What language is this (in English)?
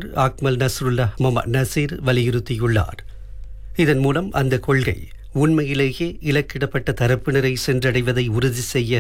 Tamil